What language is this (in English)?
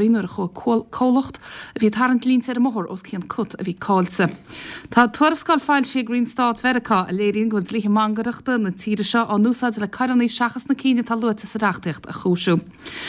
Irish